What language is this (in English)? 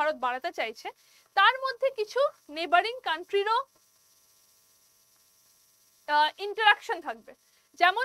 Bangla